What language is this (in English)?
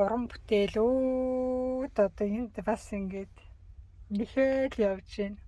Mongolian